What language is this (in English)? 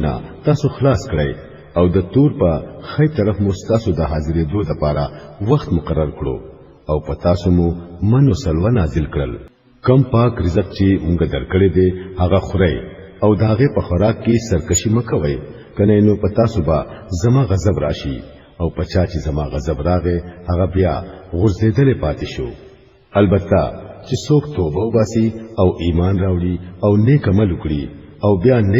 Pashto